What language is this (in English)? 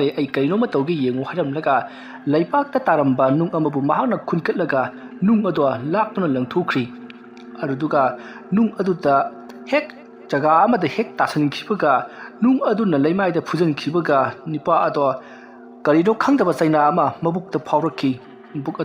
Manipuri